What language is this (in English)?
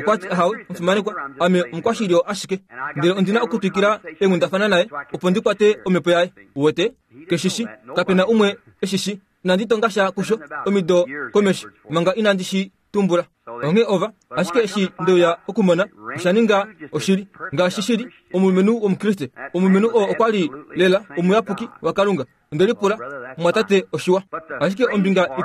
Kuanyama